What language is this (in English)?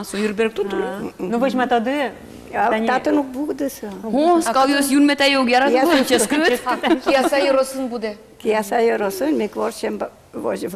Udmurt